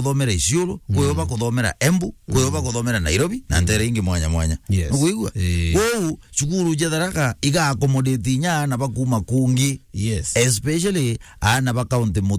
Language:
Meru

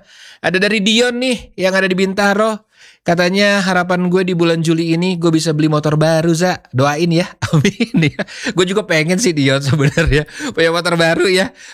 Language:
Indonesian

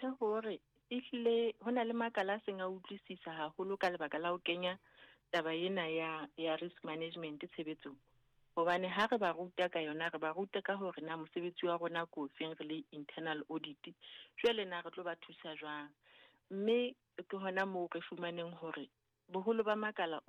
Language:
Southern Sotho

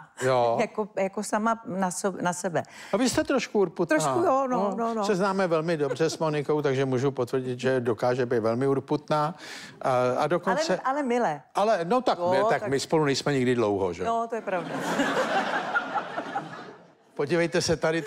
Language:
Czech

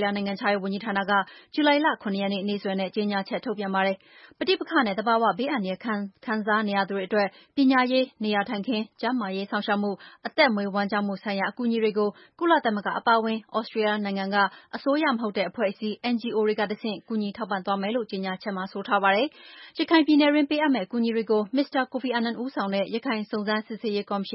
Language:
Burmese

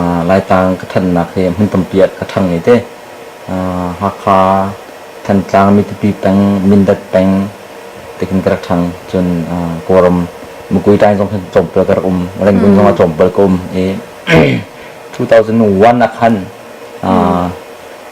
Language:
Hakha Chin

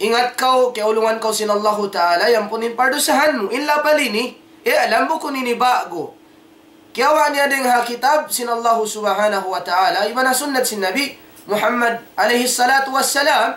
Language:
Tausug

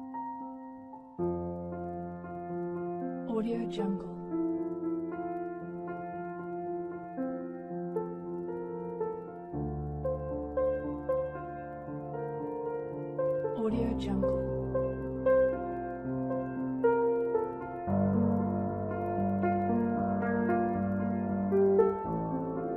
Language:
Spanish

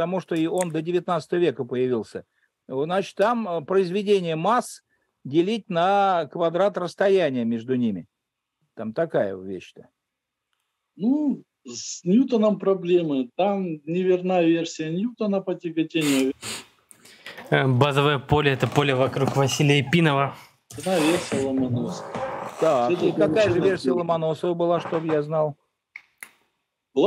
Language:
Russian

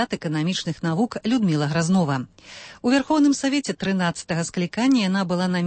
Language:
Belarusian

